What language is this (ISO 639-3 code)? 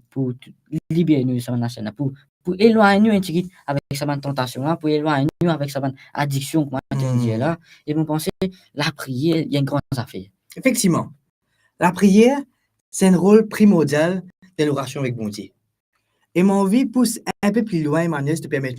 mfe